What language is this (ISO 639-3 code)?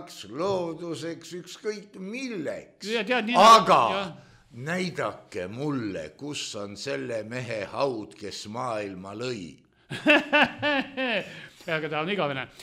est